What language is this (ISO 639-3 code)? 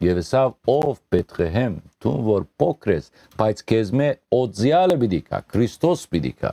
hyw